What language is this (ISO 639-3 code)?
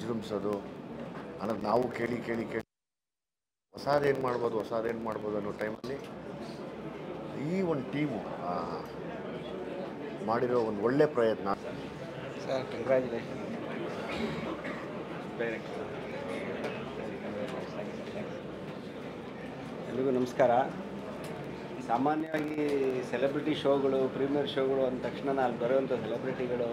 kan